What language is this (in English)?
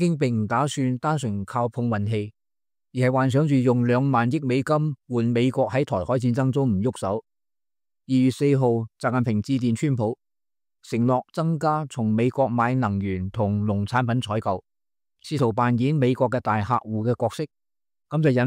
Cantonese